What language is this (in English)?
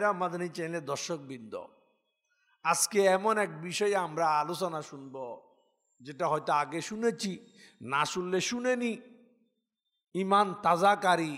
Bangla